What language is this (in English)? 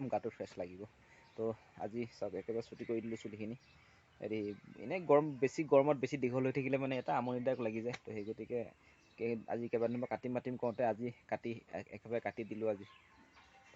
Assamese